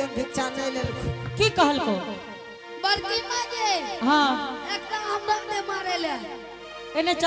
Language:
Angika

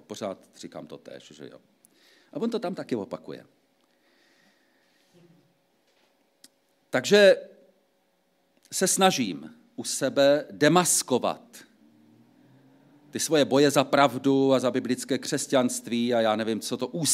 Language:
Czech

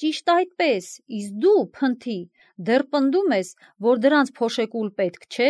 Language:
Armenian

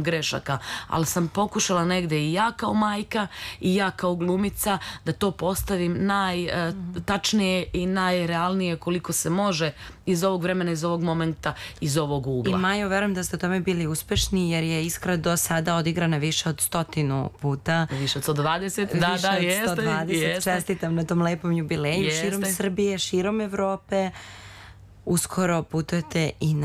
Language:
Serbian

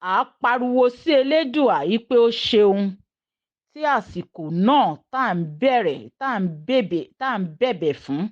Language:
Yoruba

